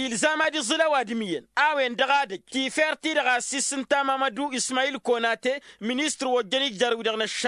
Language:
Tamasheq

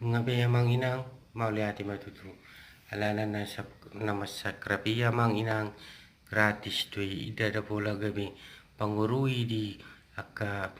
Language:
Batak Toba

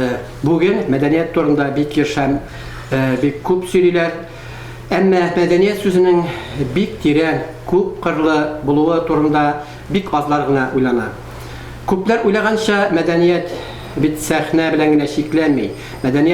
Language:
Tatar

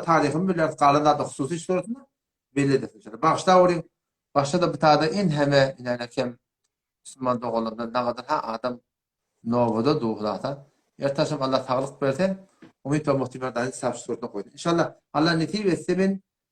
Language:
Turkmen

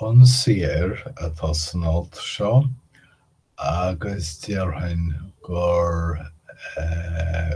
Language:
Irish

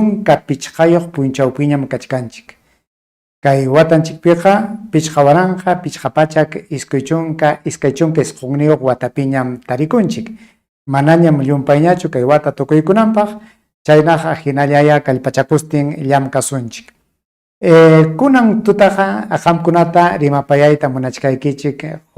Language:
Ayacucho Quechua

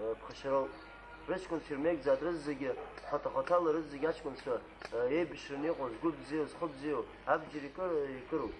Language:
Abkhazian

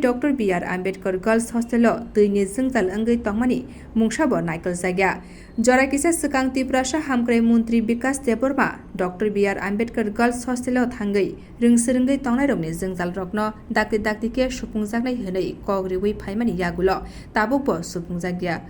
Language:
Kok Borok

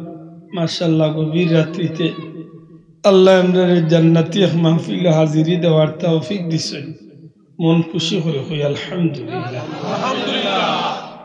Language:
Sylheti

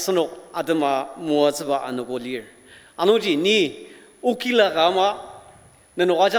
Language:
Ao Naga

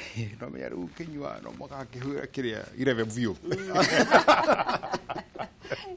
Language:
Kikuyu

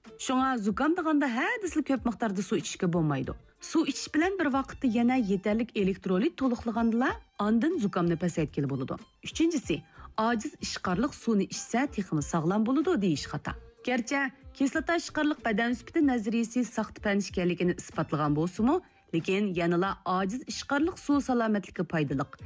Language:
Uyghur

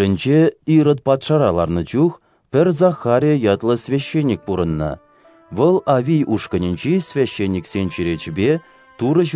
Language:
Chuvash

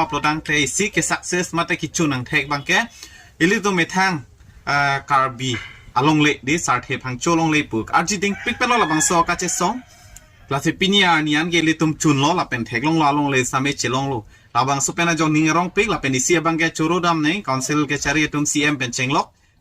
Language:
Karbi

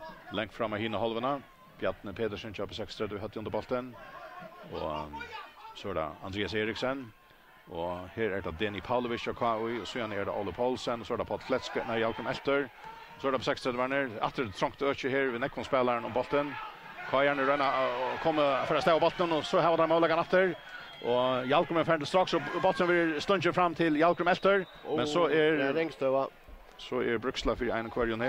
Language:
Faroese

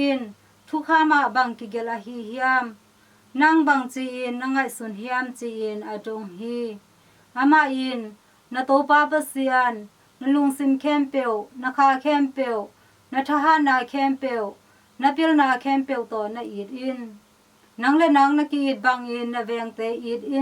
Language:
Tedim Chin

